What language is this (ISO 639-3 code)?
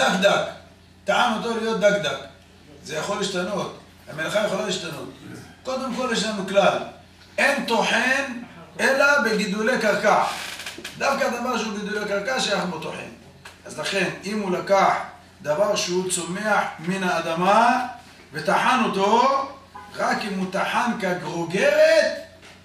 heb